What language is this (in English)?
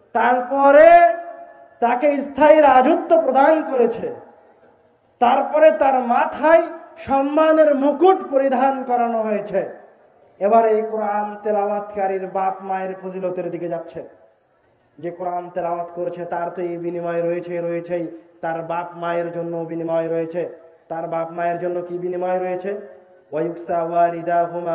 Bangla